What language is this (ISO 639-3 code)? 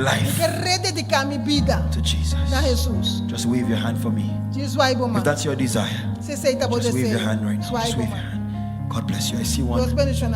pap